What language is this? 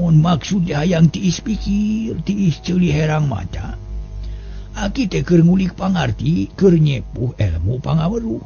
Sundanese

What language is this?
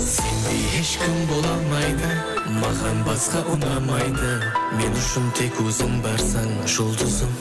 Kara-Kalpak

